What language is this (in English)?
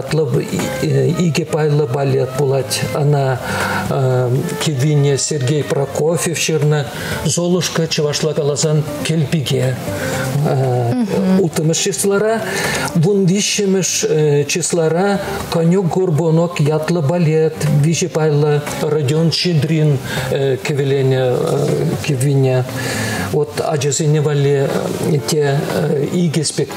Chuvash